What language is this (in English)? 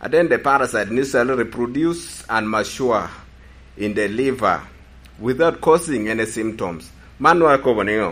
Lango (Uganda)